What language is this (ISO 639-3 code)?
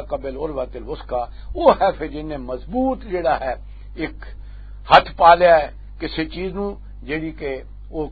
lah